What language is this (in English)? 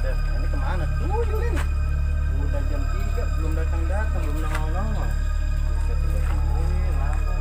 Betawi